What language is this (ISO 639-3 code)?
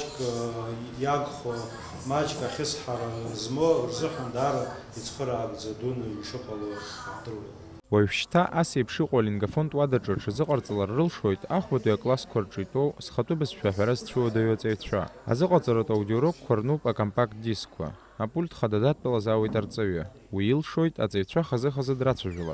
abk